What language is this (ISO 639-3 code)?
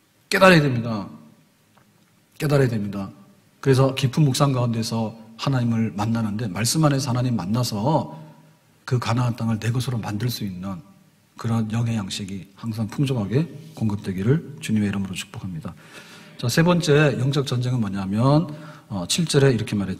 kor